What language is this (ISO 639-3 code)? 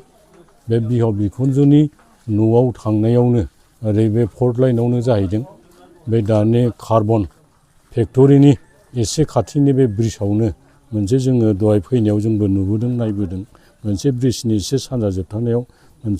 brx